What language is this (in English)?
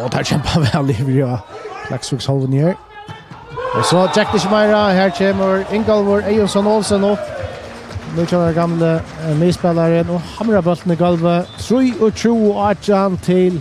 Faroese